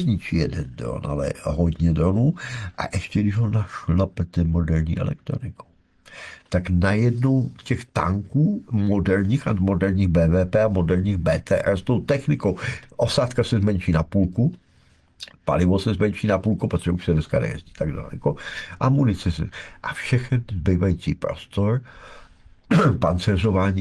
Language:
Czech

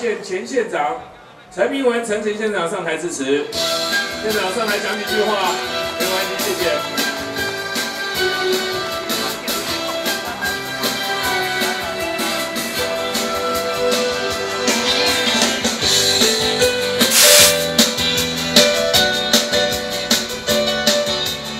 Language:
Chinese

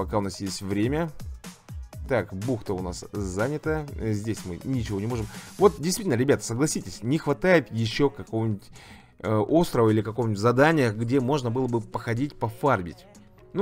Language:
Russian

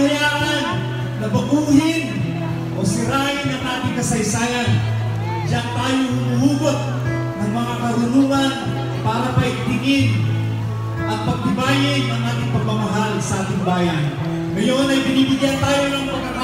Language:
Filipino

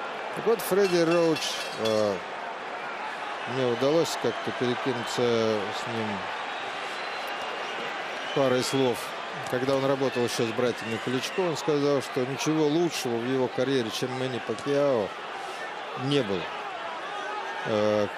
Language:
Russian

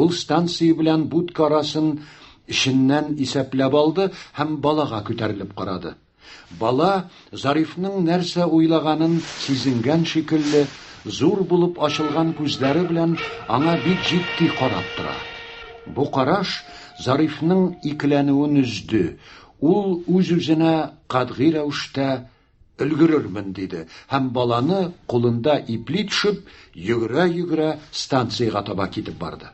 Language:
Tatar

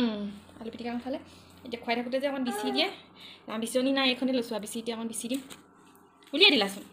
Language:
Assamese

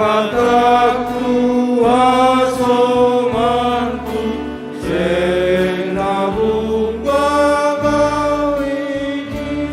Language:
Batak Simalungun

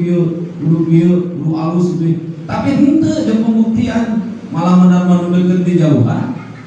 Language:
Sundanese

